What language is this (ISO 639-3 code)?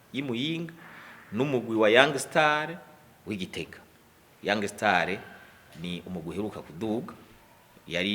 run